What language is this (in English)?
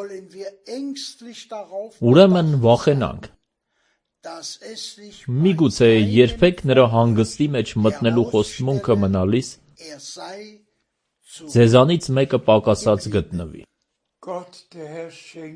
Armenian